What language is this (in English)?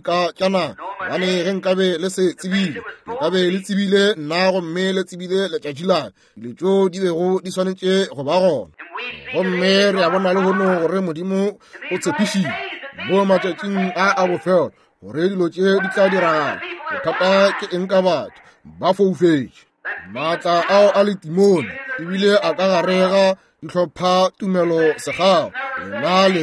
Northern Sotho